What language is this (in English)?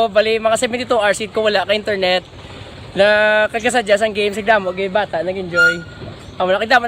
Hiligaynon